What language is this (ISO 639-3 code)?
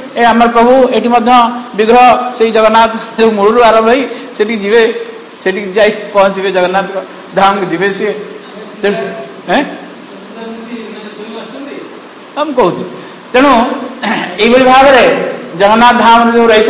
ori